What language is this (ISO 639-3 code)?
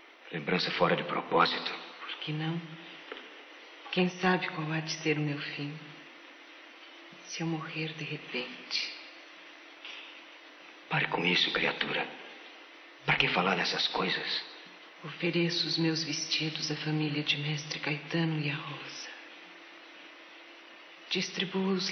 por